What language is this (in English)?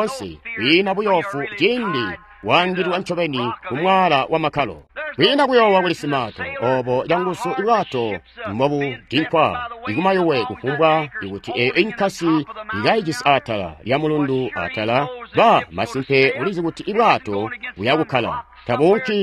Tonga (Zambia)